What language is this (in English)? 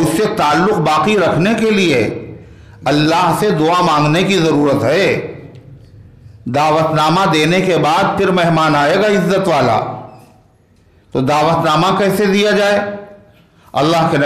Urdu